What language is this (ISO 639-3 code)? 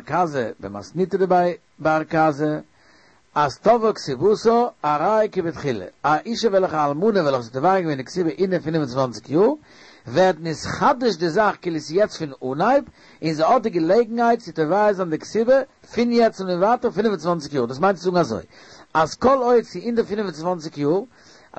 yid